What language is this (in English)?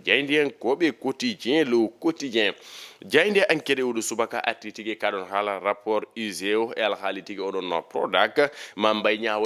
Fula